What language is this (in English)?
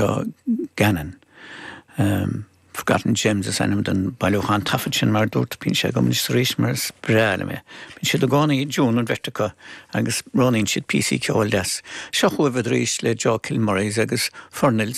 Irish